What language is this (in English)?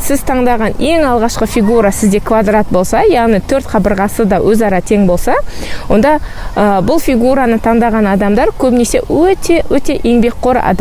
Kazakh